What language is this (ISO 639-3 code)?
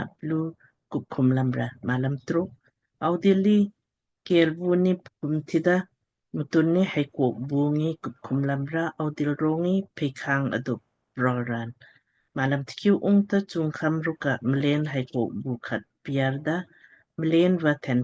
lmk